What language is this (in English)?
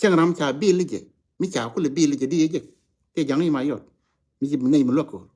Nuer